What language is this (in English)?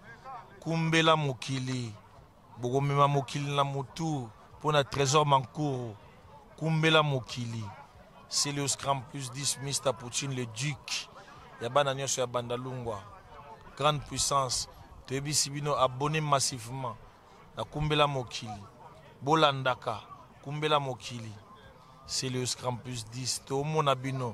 Lingala